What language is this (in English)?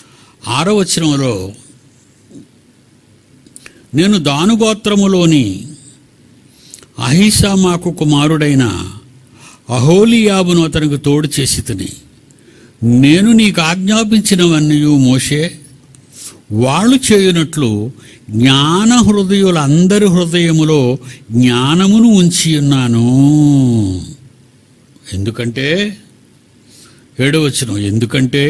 Telugu